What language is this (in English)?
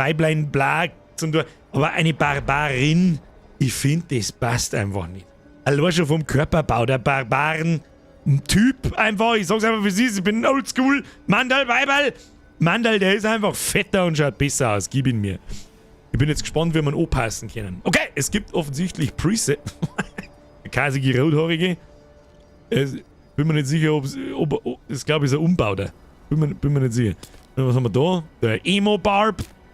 Bavarian